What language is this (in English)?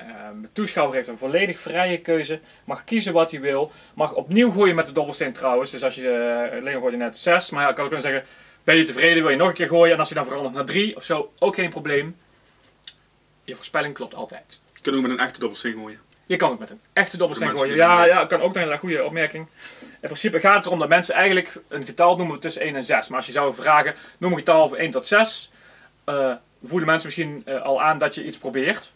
Dutch